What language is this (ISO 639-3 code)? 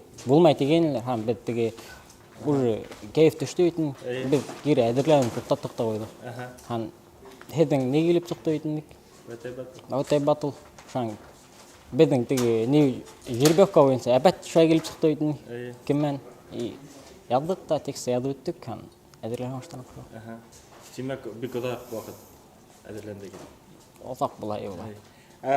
bak